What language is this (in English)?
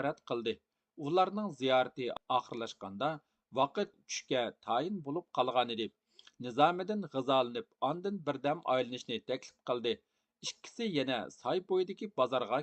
Uyghur